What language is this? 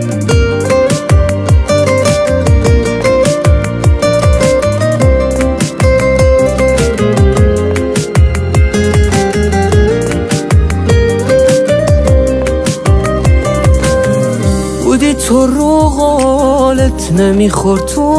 Persian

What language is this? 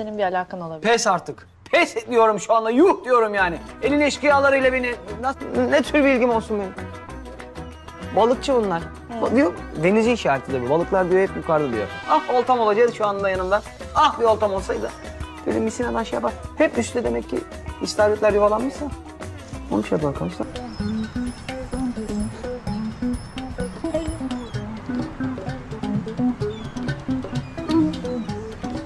Turkish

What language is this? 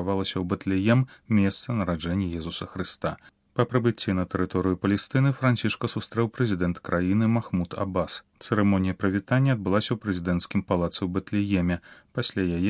Belarusian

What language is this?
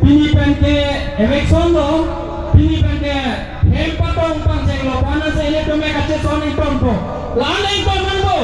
Karbi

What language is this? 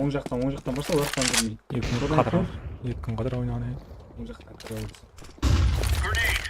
Kara-Kalpak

